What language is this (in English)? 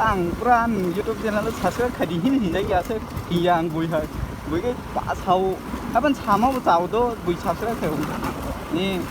Kok Borok